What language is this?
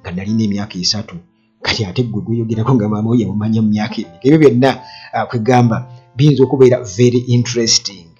Ganda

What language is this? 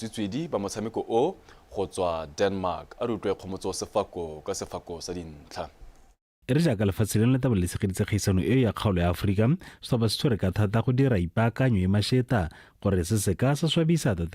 Tswana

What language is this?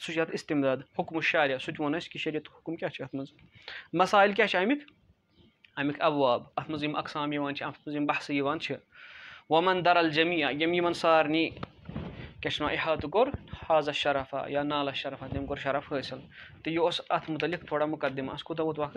Kashmiri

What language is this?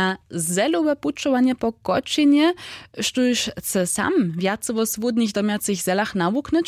Upper Sorbian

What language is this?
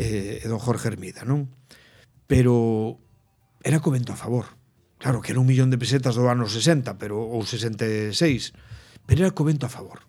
Galician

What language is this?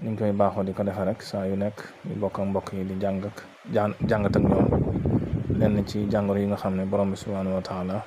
Wolof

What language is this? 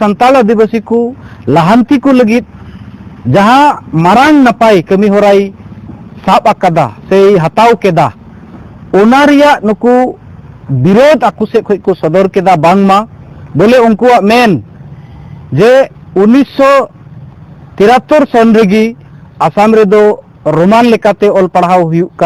Santali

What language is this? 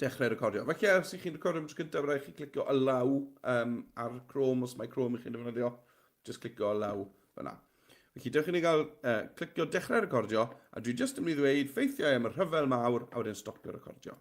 Welsh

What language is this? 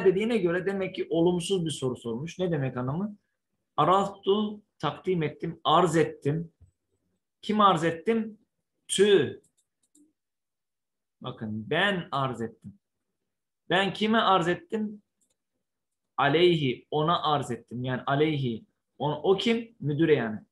Turkish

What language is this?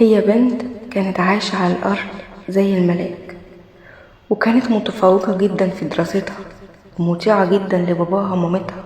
Egyptian Arabic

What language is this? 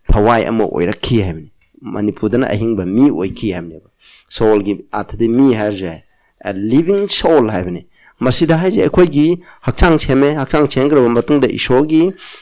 Manipuri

